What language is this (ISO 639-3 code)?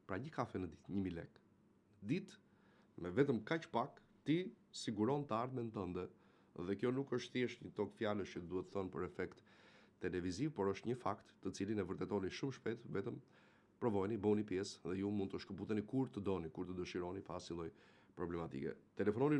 sqi